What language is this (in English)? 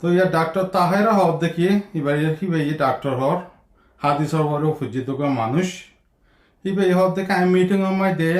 Rohingya